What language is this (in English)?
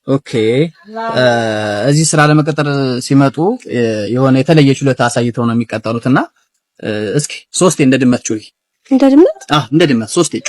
Amharic